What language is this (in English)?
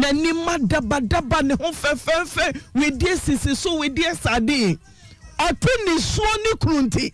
Akan